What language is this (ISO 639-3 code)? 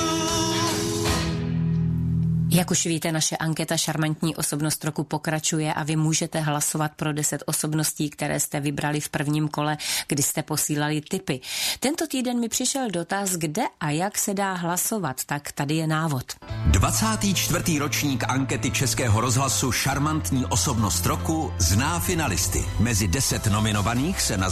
ces